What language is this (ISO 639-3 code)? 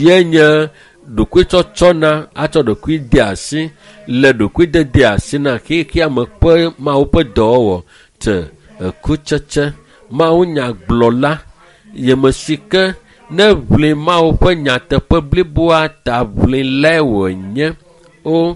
ewe